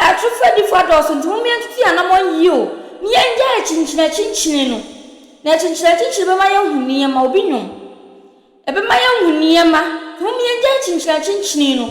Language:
Akan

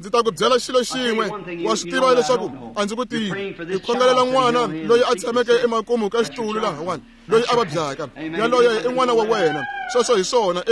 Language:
Tsonga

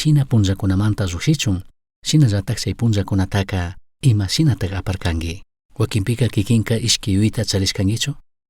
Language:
Chimborazo Highland Quichua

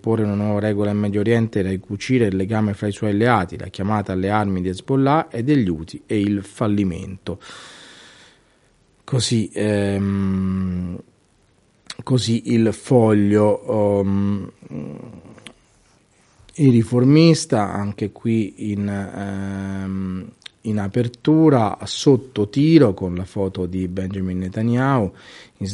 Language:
Italian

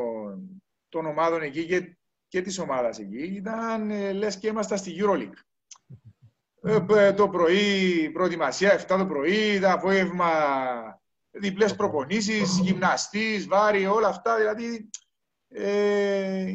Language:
Greek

